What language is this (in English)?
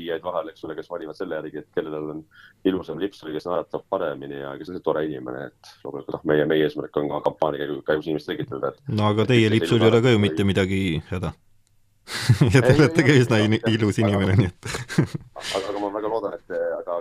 Estonian